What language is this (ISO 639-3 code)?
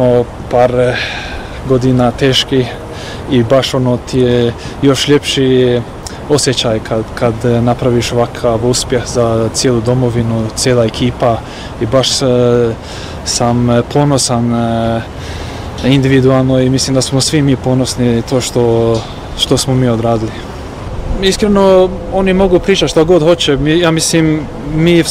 bos